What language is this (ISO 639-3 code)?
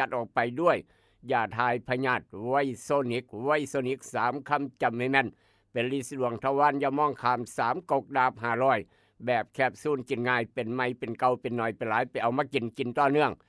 tts